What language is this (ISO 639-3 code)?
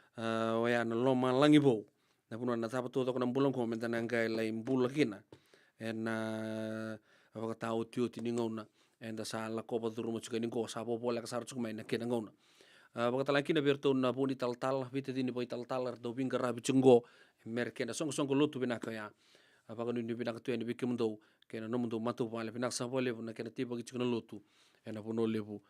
fij